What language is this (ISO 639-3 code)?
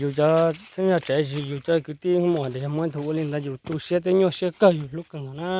hmn